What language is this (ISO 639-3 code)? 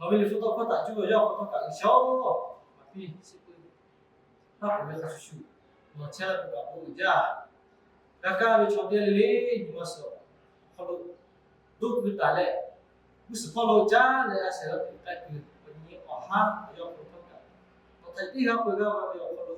lhu